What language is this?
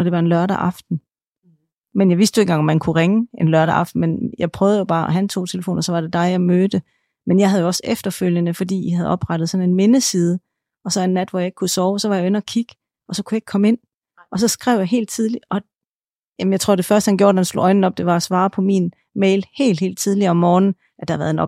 Danish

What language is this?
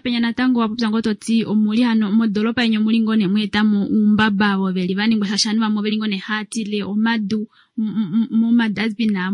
Kuanyama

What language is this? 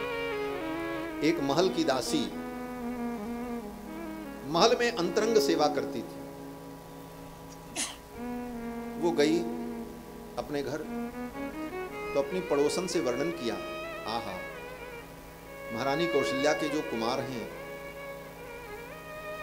Hindi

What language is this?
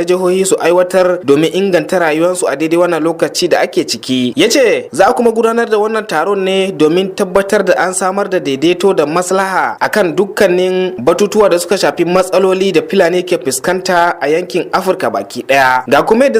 Hausa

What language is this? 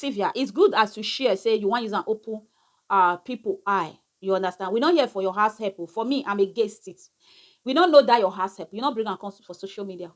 Nigerian Pidgin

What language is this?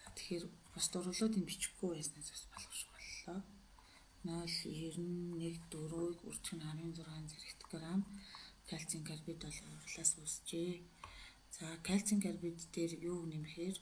Mongolian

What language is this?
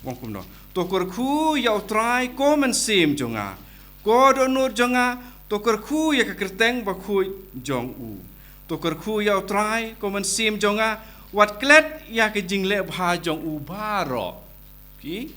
Khasi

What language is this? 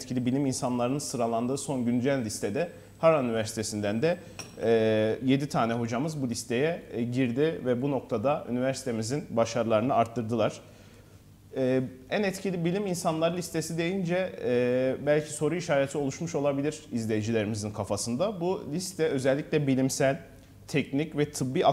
Turkish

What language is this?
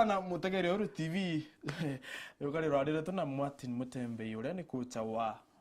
Meru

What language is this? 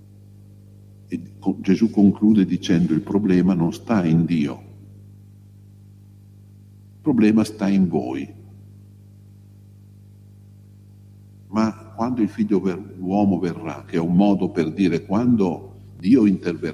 Italian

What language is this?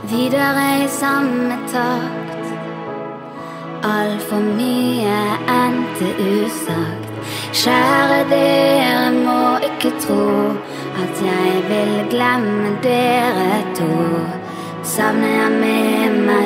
Norwegian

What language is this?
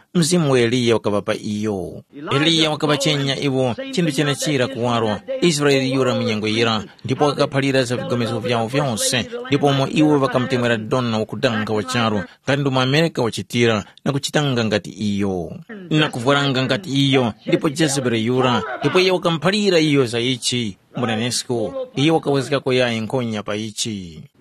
Tumbuka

